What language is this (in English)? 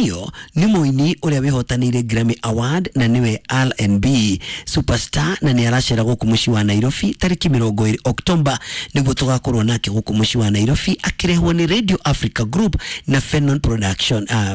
Kikuyu